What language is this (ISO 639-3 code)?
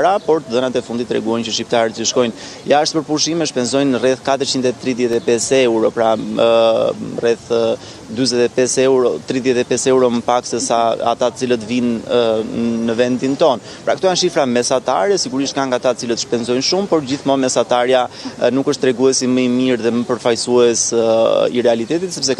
sqi